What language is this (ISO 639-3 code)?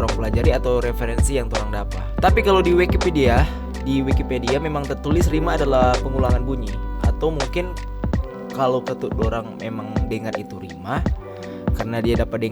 xmm